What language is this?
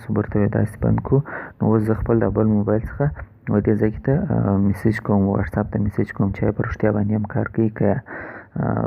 Pashto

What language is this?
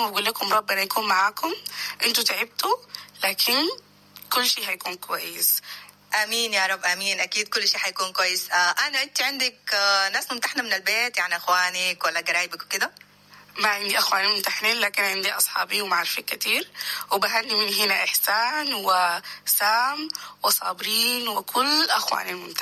Sudanese Arabic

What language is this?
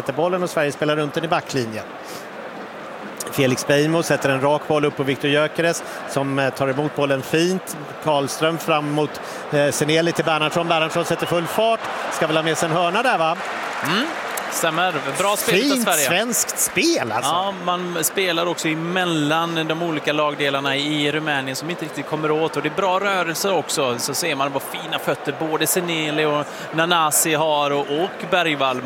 Swedish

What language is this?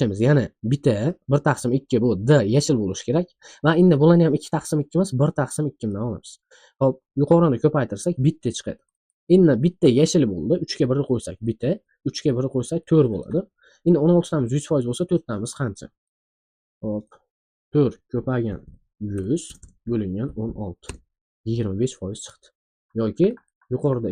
Uzbek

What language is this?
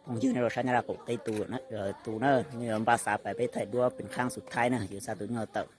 Hmong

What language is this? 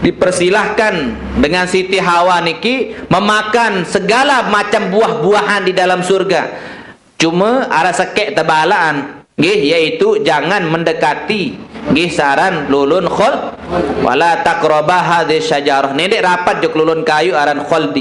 Sasak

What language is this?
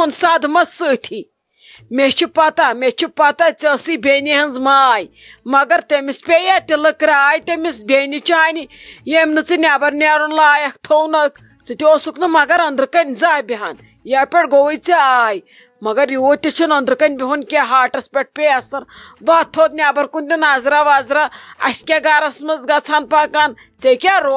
Kashmiri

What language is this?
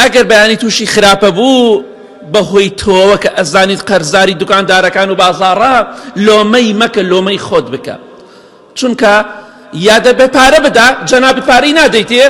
Central Kurdish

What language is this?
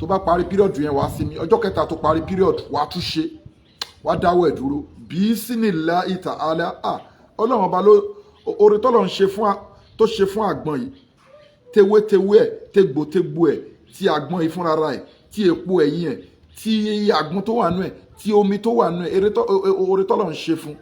Yoruba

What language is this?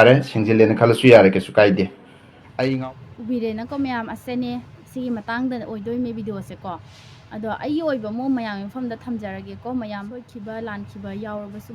Manipuri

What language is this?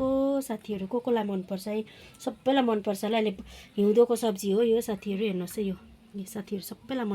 Nepali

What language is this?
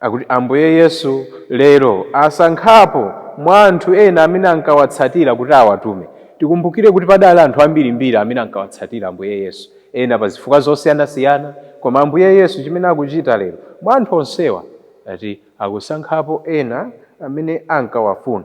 Nyanja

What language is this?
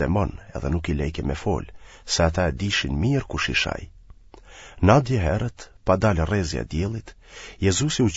Albanian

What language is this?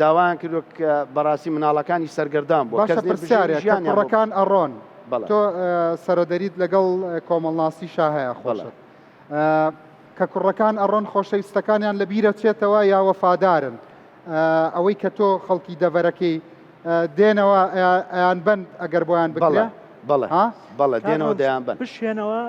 Central Kurdish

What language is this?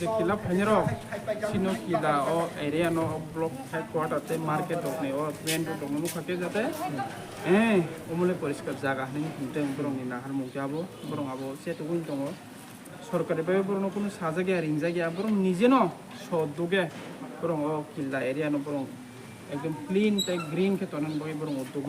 Kok Borok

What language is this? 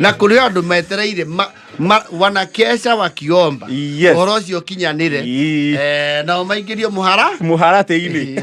Kikuyu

